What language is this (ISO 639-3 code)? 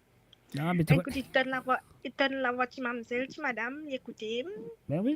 mfe